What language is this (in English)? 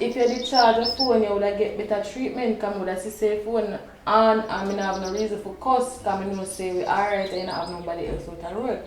Jamaican Creole English